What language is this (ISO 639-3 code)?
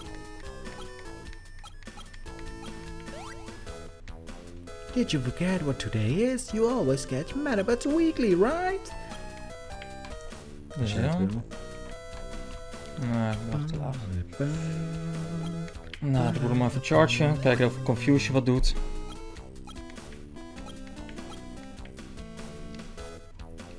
nld